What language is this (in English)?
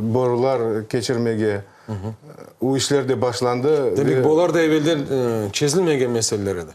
Crimean Tatar